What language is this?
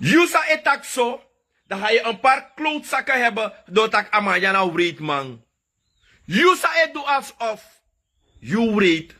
Sranan Tongo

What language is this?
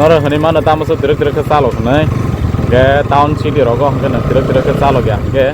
Kok Borok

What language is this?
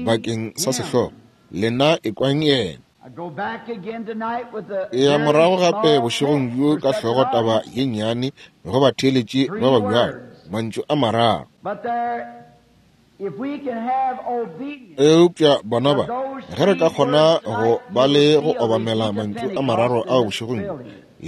Northern Sotho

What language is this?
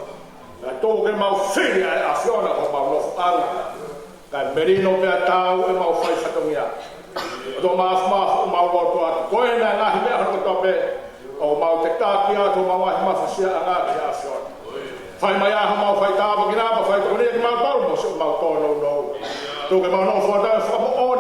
Tongan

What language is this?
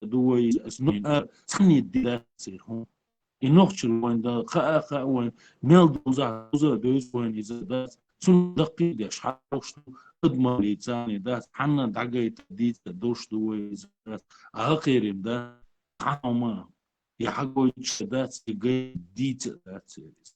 Chechen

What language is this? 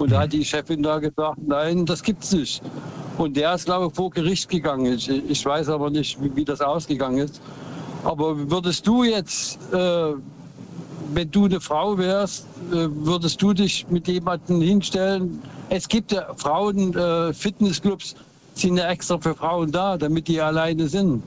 German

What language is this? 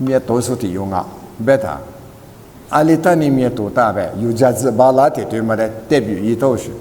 Lisu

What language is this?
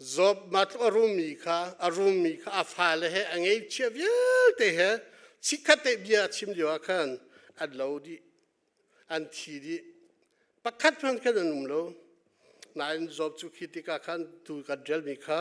Hakha Chin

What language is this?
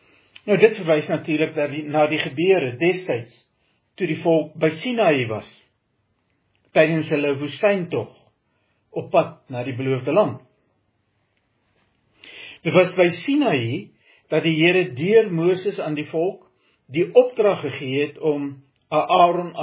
Afrikaans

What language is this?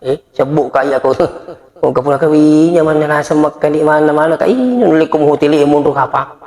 Buginese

